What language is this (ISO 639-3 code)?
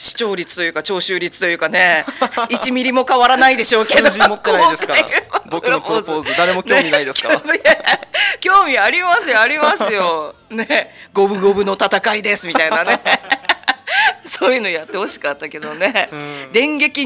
jpn